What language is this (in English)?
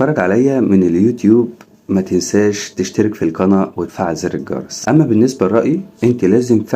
Egyptian Arabic